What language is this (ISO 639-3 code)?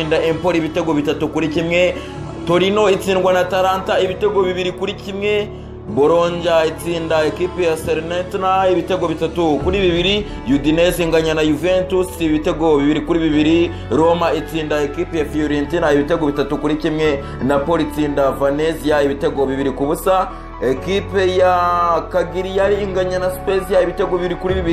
kin